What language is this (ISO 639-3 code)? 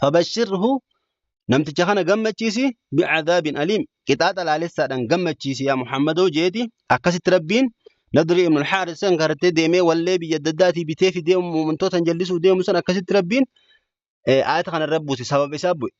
orm